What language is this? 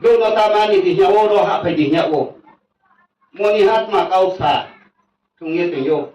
Riang (India)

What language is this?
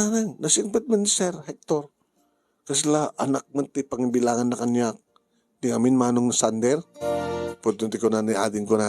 Iloko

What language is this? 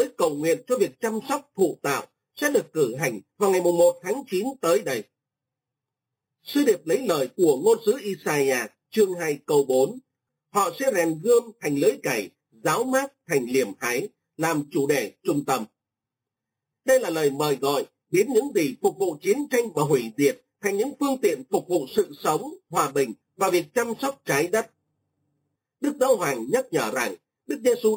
Vietnamese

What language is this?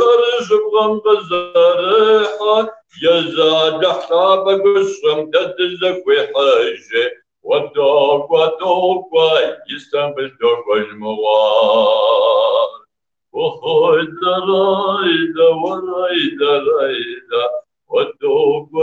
Kabardian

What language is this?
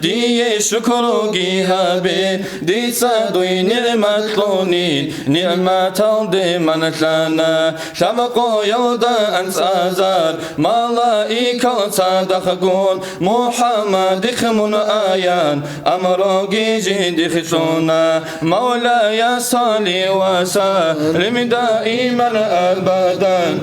Avaric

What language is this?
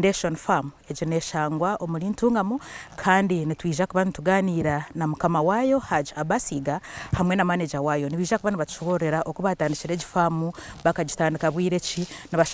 Nyankole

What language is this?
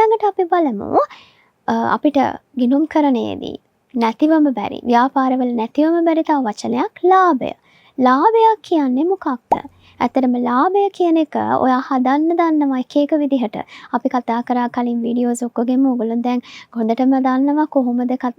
Sinhala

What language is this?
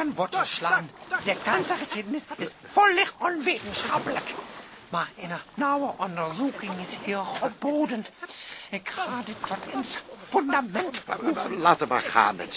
Dutch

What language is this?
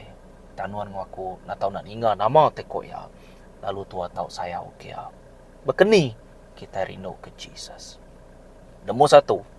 Iban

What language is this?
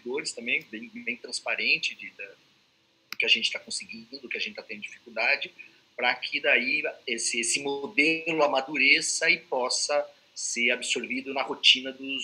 Portuguese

